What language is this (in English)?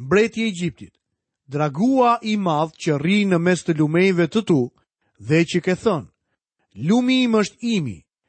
Albanian